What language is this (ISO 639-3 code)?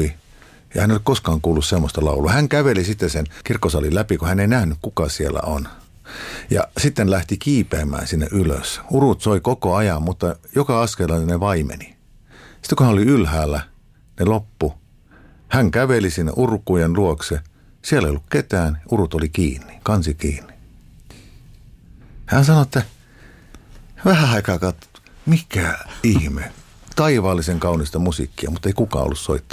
fin